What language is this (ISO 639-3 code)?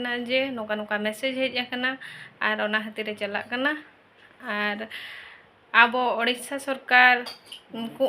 sat